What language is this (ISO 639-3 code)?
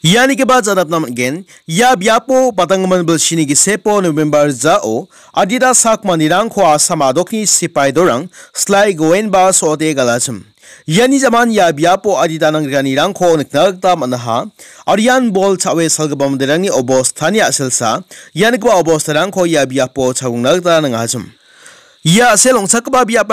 grt